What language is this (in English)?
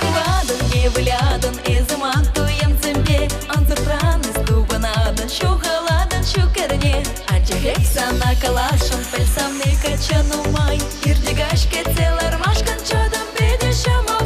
Chuvash